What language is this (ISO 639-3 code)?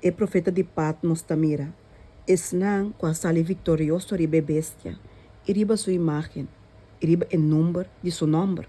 pap